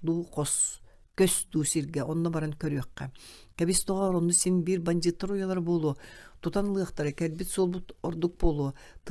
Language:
Yakut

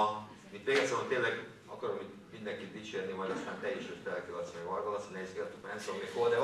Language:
Hungarian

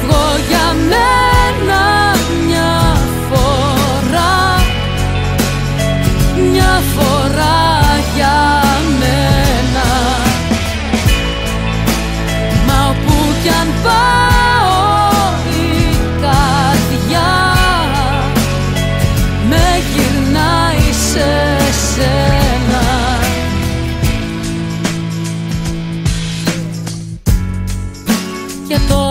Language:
Greek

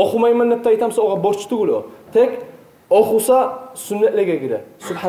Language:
Kumyk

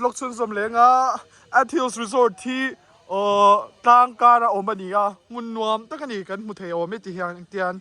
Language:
Mizo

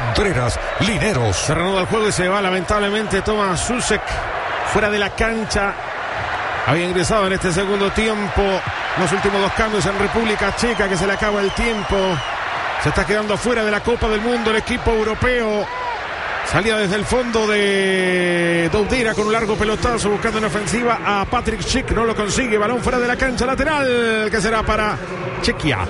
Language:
Spanish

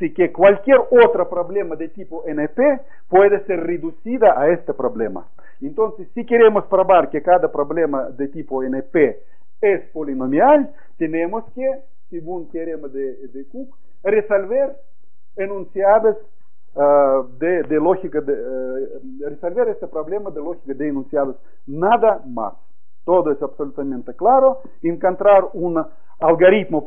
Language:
Spanish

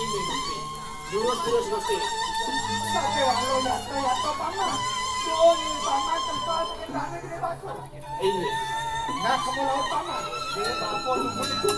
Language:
Balinese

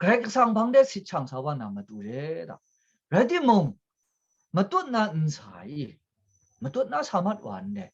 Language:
Kachin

